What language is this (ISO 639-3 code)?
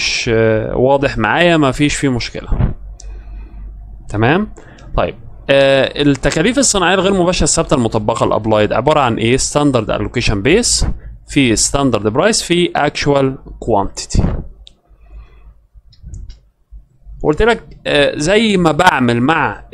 arz